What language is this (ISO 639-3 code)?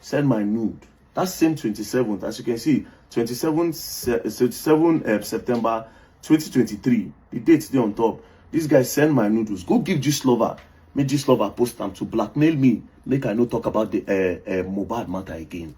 pcm